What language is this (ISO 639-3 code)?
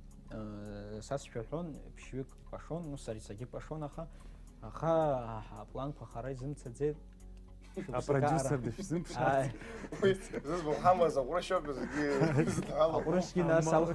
abk